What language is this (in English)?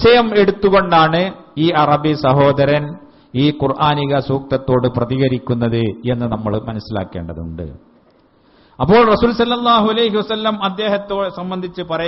Malayalam